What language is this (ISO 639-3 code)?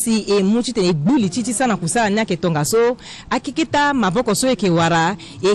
sag